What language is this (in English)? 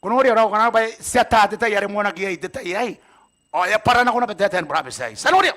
Gilbertese